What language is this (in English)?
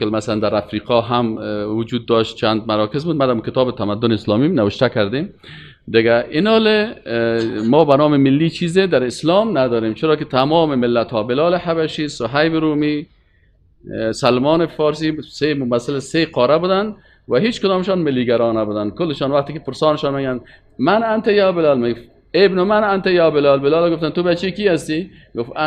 Persian